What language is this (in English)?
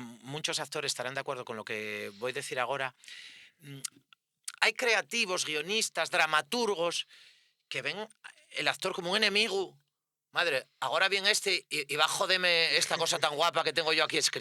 Asturian